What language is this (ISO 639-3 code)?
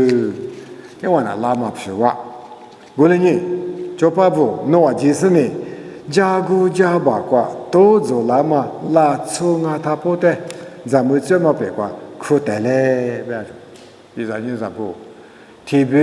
lis